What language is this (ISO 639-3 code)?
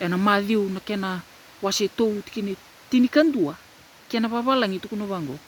fij